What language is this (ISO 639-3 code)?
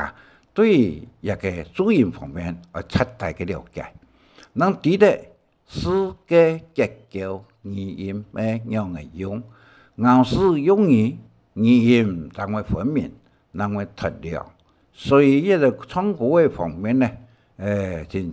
hak